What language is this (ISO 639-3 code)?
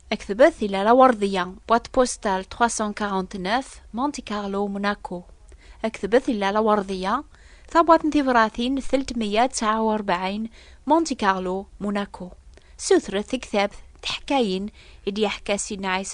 kab